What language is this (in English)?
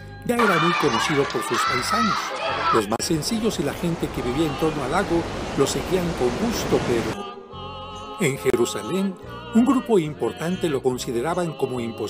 Spanish